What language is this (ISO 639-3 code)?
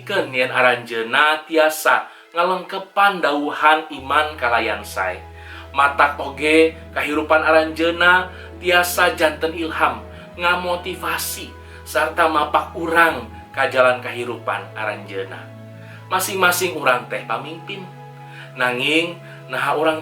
sun